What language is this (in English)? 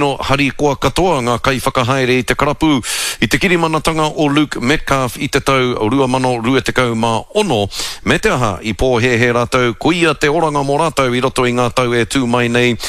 Māori